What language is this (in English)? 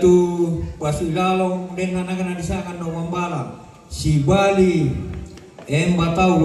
Toraja-Sa'dan